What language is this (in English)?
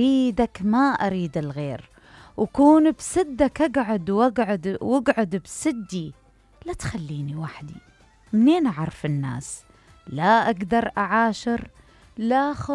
Mesopotamian Arabic